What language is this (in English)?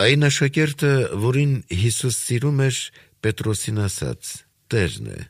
Armenian